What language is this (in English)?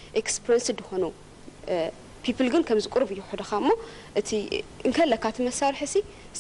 Tigrinya